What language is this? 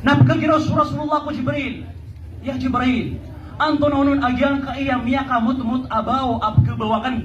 Maranao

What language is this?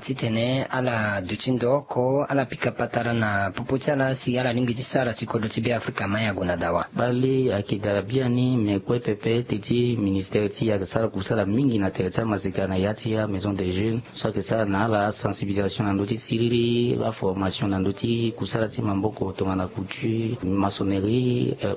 Sango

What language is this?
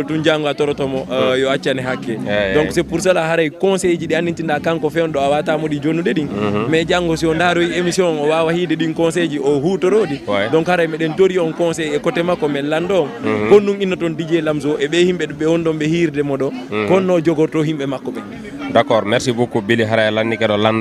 Fula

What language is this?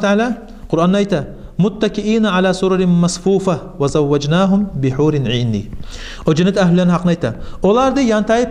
Kumyk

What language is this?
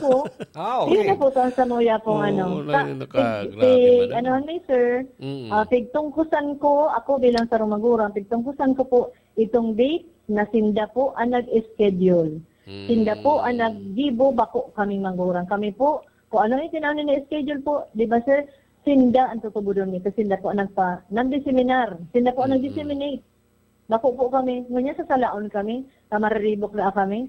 Bikol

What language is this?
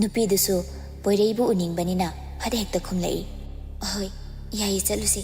Manipuri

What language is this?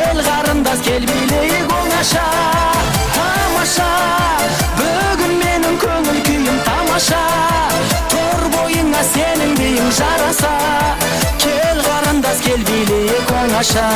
Kara-Kalpak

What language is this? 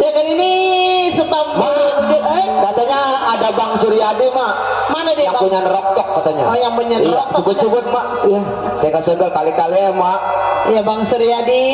Betawi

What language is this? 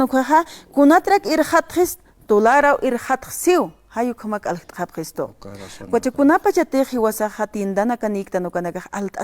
Aymara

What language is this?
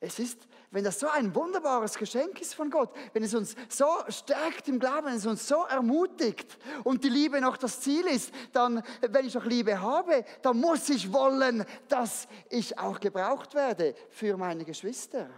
Swiss German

